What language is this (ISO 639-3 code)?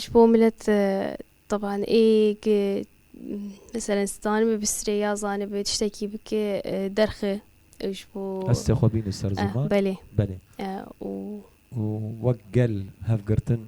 kur